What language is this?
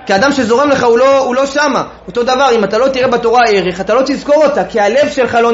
Hebrew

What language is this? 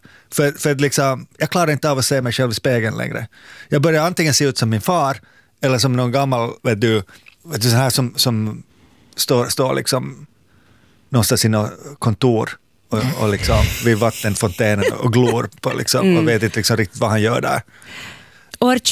Swedish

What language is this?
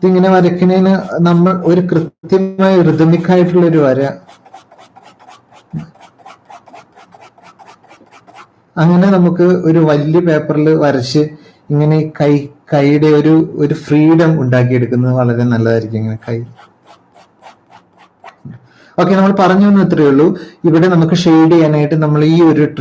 Malayalam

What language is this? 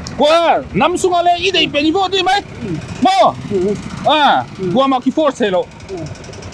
Paite Chin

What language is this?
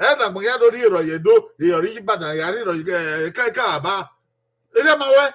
Bini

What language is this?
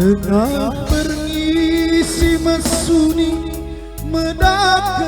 Batak Karo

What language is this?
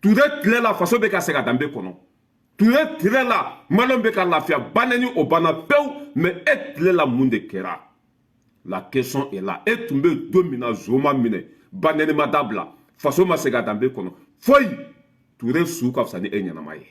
Bambara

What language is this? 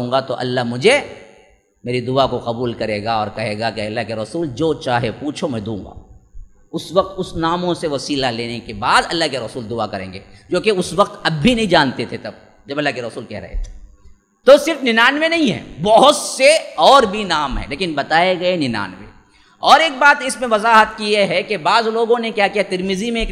Urdu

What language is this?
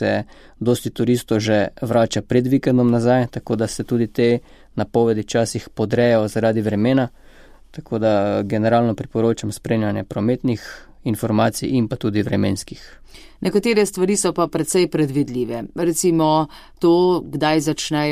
Slovenian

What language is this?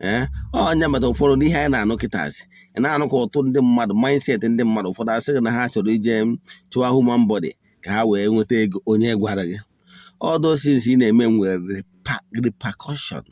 Igbo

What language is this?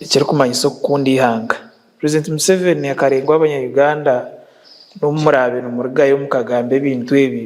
Nyankole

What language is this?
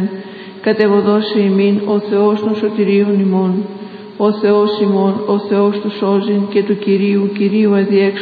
Greek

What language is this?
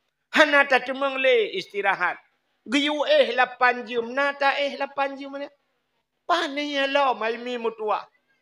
Achinese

